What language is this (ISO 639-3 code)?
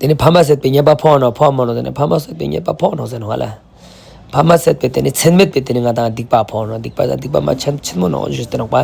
lbj